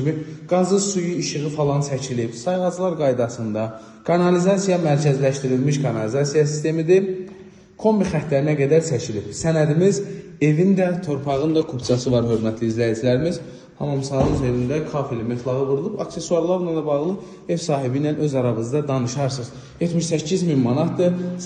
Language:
Azerbaijani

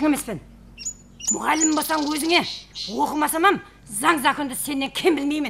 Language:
Kara-Kalpak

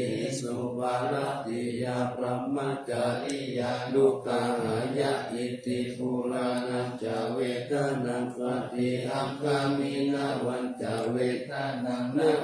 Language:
Pali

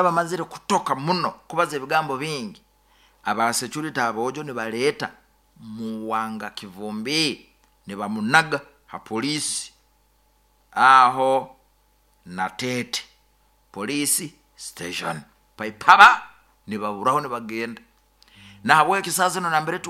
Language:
Nyoro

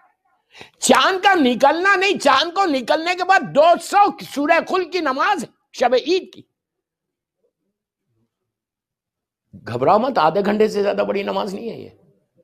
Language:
Urdu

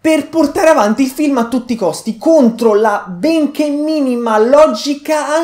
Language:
Italian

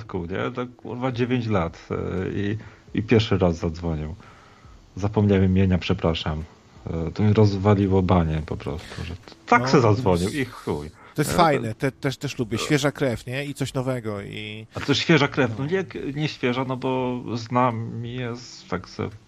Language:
Polish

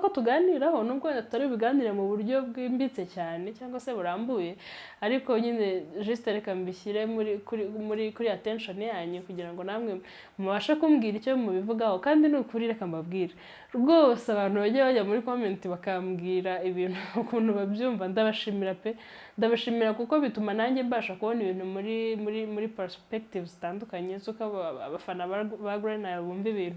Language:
Kinyarwanda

